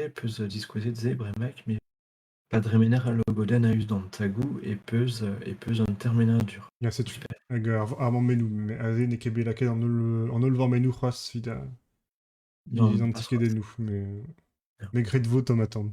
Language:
Breton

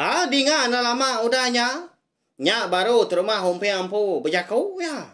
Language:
Iban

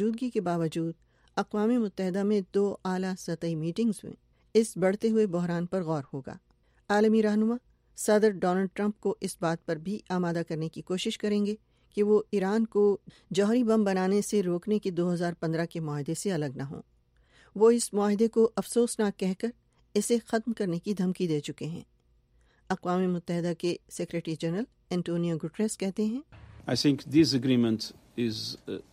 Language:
Urdu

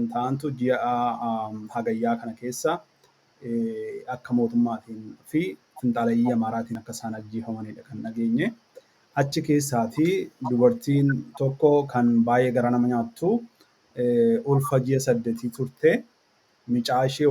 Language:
Oromo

